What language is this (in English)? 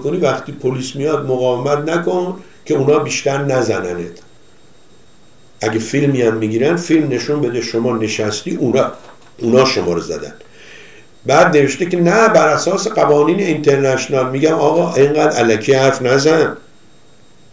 Persian